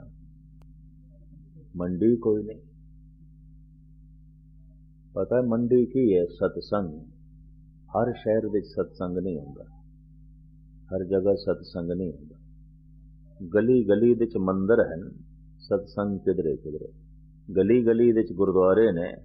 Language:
Punjabi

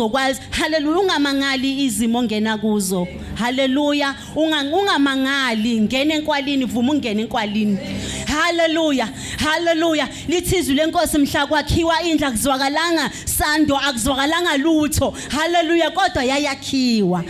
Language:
Zulu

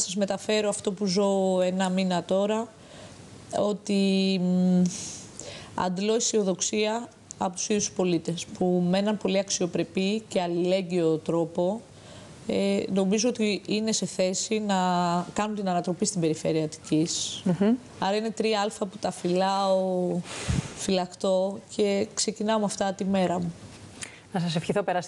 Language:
Greek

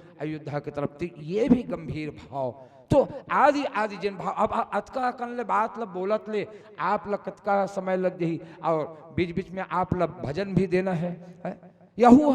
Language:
Chhattisgarhi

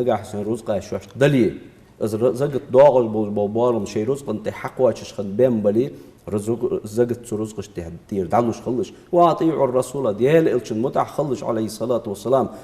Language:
Ingush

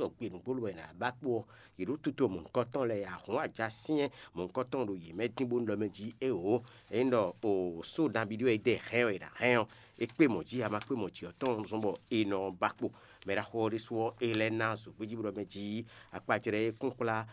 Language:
Fon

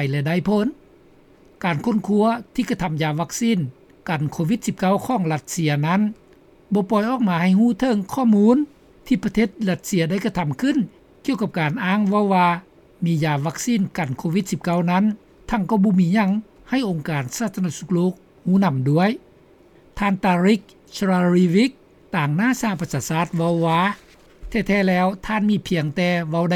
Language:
Lao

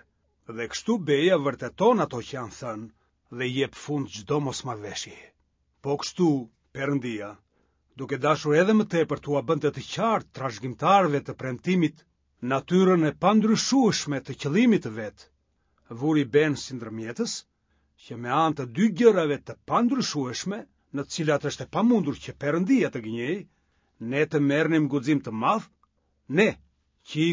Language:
Albanian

